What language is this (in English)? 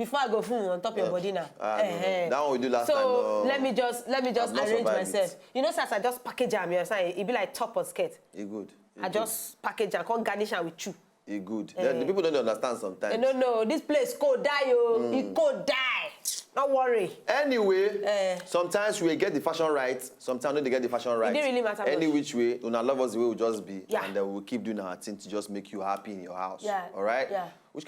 Nigerian Pidgin